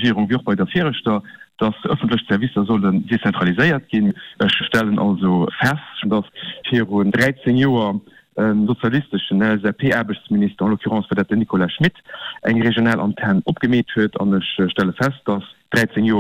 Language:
Luxembourgish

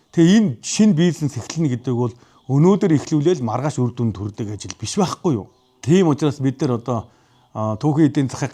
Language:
Mongolian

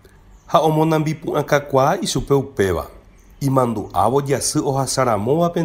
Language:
Guarani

